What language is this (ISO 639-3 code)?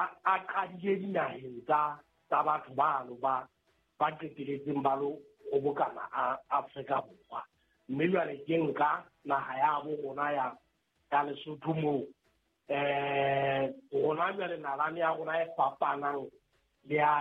sot